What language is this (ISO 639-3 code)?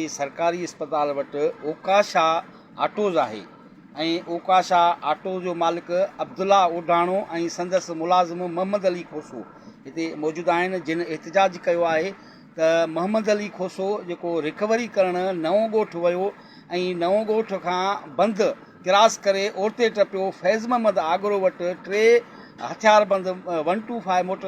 snd